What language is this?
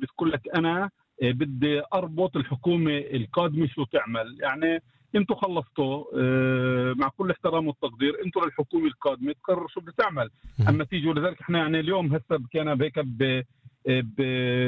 North Levantine Arabic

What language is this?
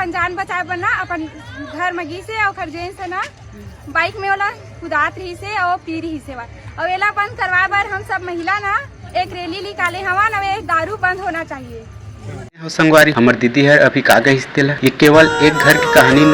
Chhattisgarhi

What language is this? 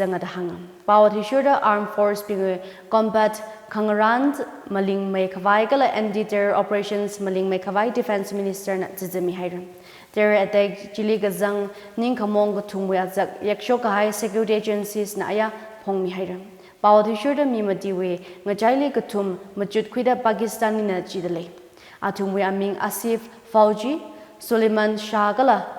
Tangkhul Naga (India)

